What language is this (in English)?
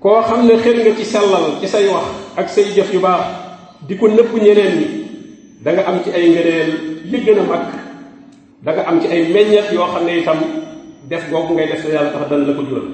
Wolof